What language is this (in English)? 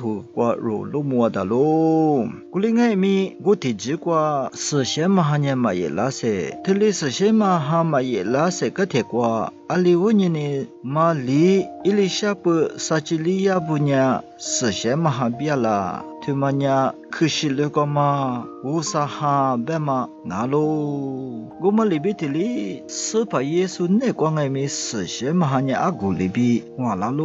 Lisu